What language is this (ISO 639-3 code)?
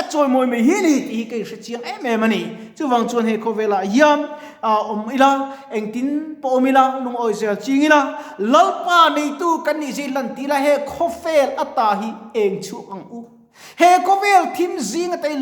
lus